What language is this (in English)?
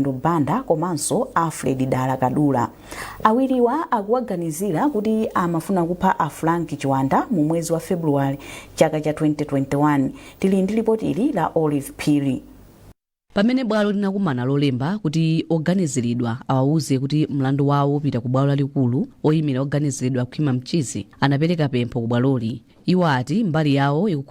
Nyanja